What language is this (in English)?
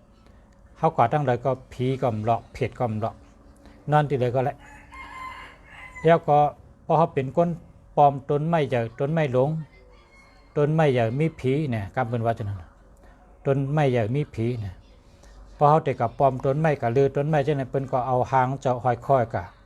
Shan